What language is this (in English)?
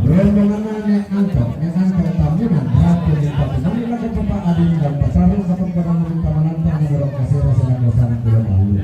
Toraja-Sa'dan